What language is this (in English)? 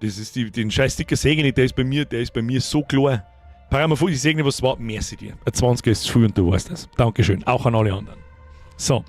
Bavarian